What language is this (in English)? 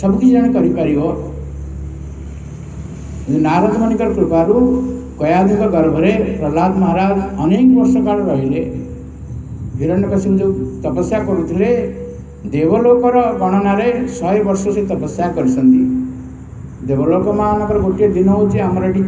Odia